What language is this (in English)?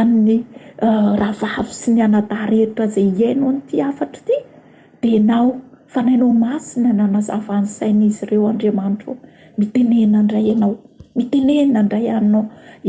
Malagasy